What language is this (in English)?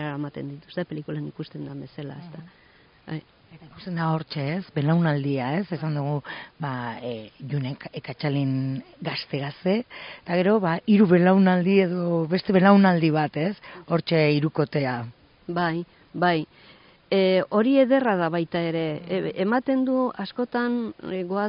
Basque